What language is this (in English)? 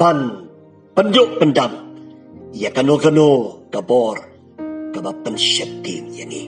Khasi